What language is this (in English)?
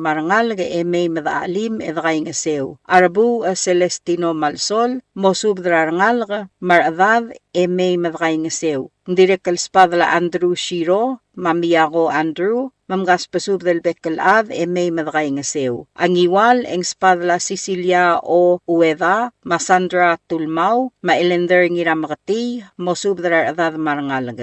Palauan